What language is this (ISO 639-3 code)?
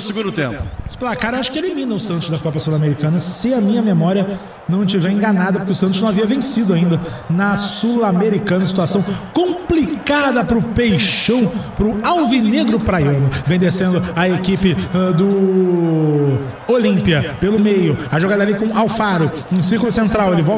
por